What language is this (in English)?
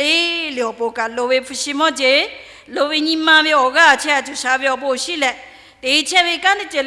Lahu